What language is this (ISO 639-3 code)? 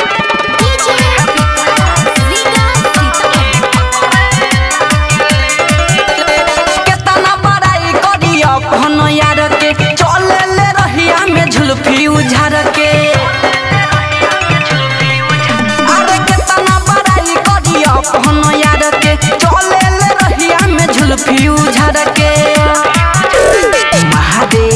bho